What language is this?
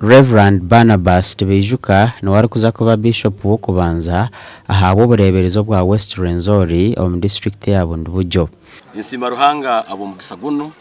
Nyankole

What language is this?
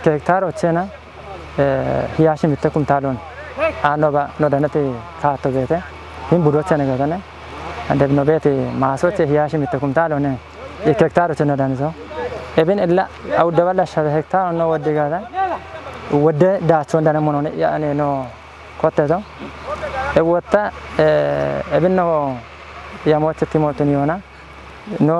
Kafa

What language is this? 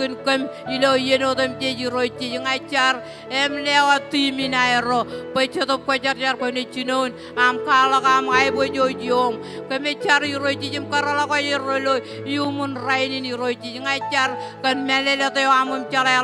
Marshallese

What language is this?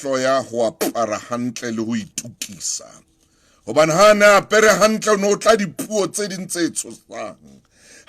Southern Sotho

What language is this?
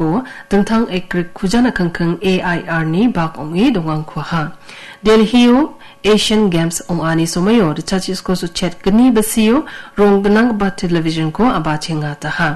Garo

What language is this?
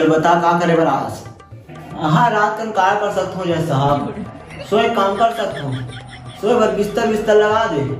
Chhattisgarhi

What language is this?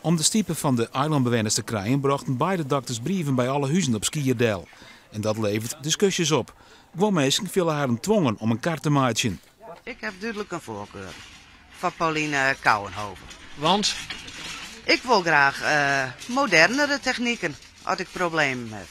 Western Frisian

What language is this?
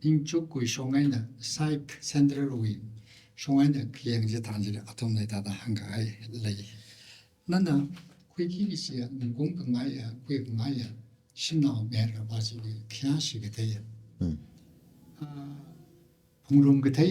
Tangkhul Naga (India)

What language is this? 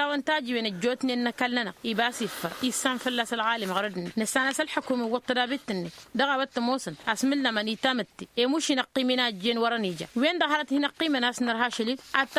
Tamasheq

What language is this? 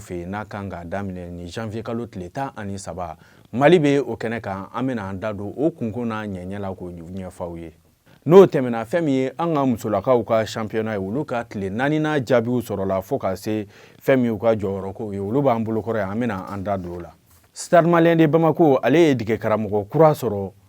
Bambara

